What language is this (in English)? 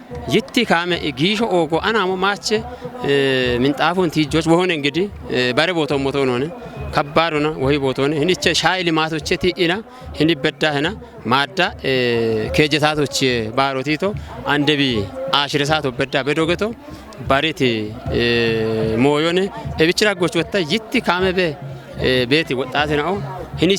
Kafa